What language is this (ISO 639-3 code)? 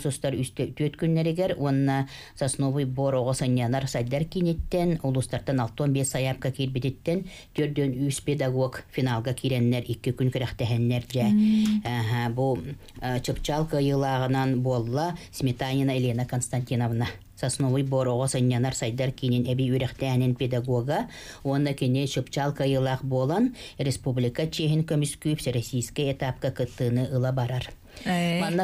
sah